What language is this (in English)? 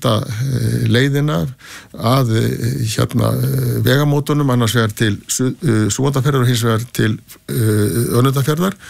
Icelandic